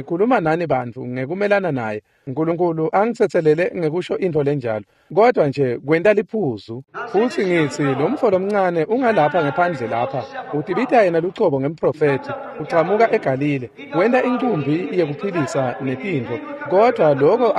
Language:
Swati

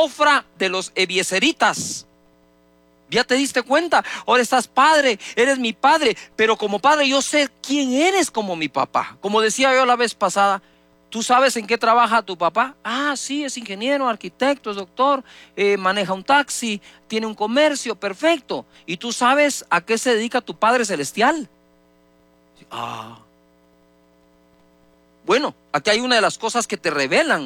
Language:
Spanish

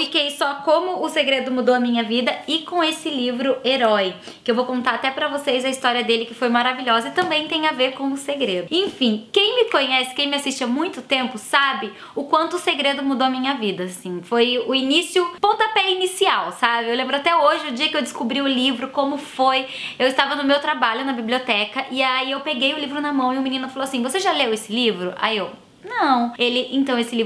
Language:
Portuguese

